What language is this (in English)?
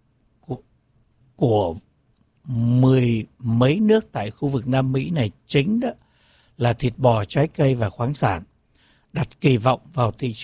Vietnamese